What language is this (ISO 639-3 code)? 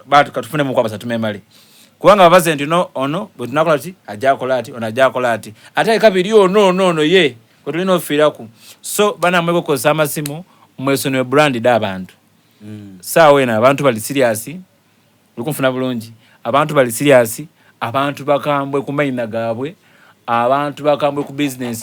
xog